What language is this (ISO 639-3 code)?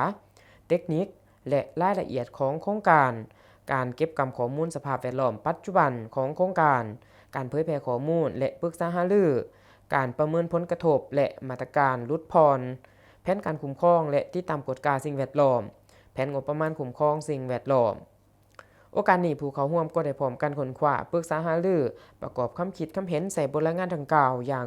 lao